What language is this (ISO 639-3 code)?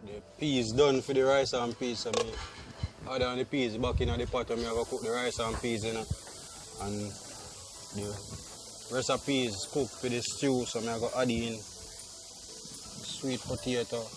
jam